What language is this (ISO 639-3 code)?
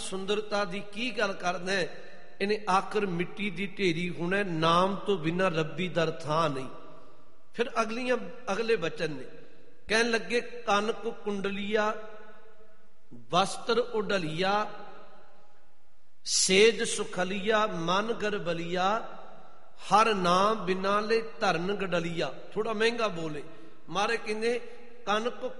pan